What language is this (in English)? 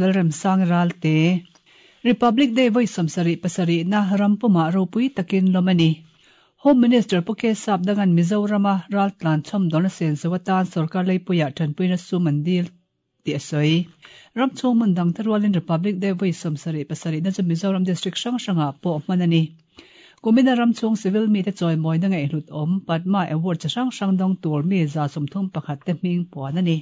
Mizo